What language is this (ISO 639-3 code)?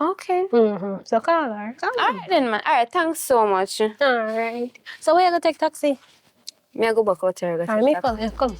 jam